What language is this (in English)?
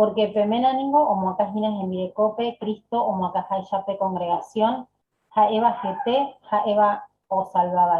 Guarani